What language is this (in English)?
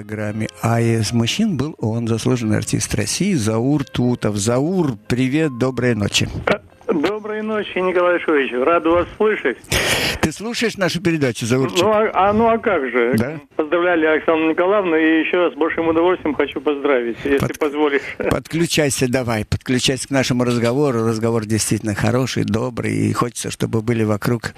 Russian